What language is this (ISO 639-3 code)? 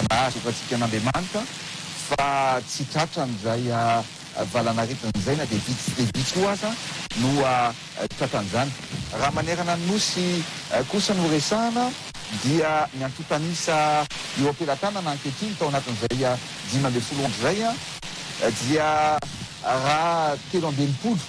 mlg